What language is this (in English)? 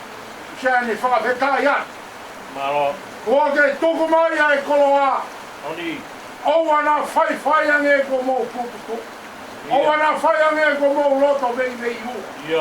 Tongan